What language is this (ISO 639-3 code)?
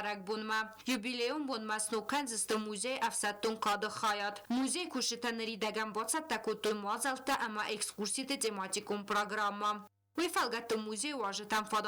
oss